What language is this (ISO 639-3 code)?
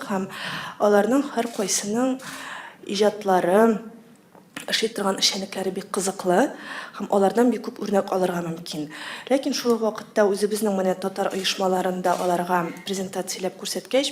tat